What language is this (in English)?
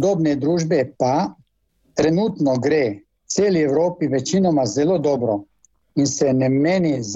Slovenian